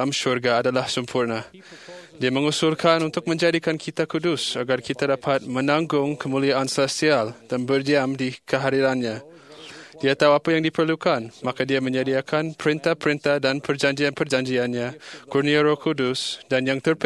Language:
Malay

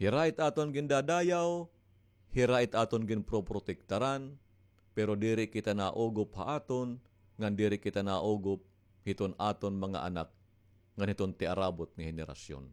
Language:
Waray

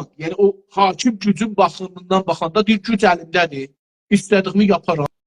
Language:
South Azerbaijani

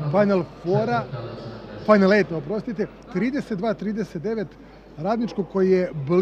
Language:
Serbian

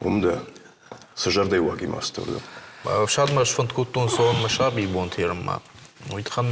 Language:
Ossetic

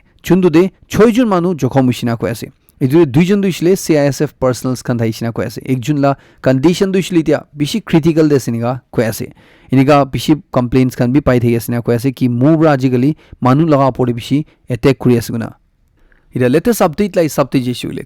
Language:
Naga Pidgin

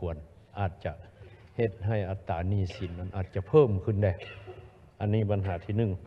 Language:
Lao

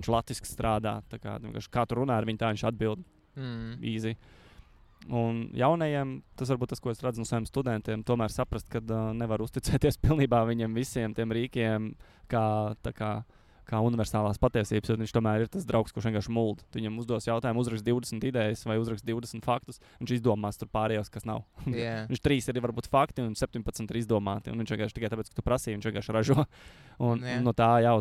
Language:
Latvian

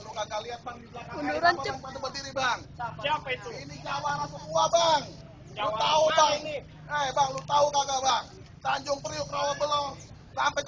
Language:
Betawi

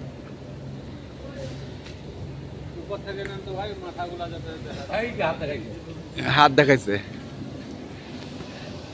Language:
Bangla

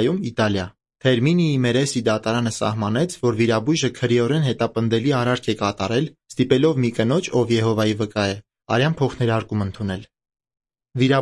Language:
Armenian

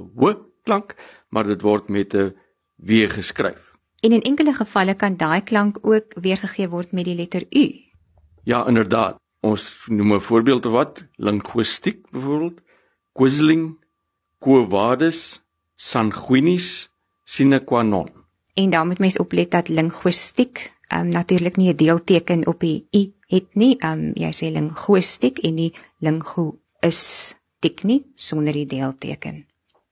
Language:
Afrikaans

